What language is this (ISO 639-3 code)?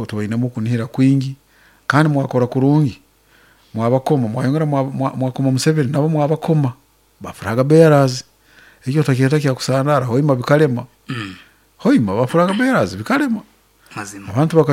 nyn